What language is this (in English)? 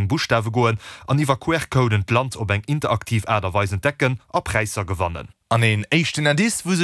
Luxembourgish